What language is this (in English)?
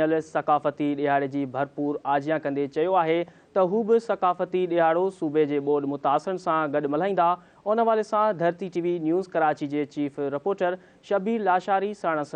Sindhi